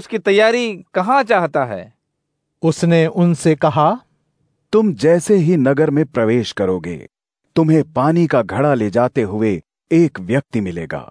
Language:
Hindi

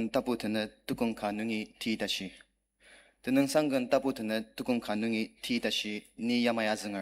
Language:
Ao Naga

